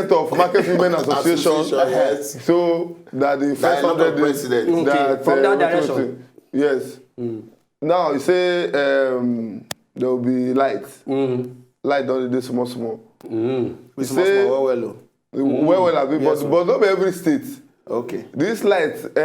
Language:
Nigerian Pidgin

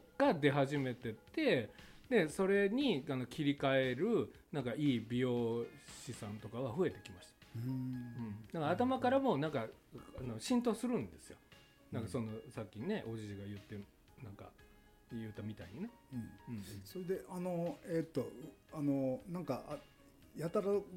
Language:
Japanese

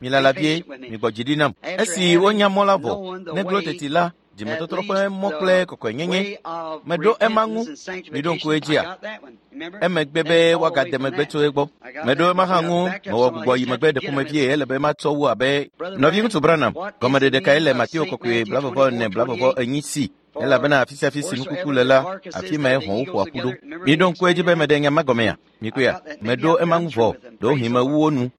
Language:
Ewe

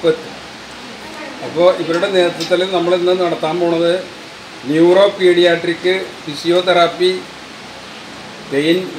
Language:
Malayalam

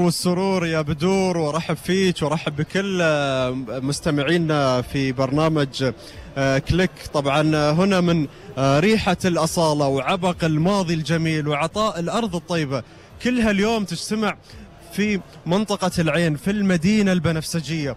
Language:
Gulf Arabic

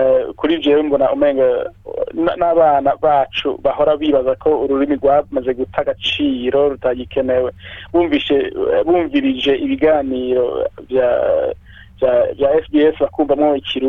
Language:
Rundi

